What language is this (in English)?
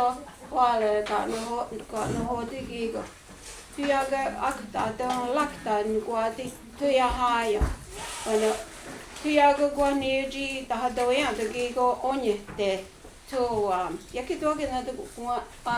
Mohawk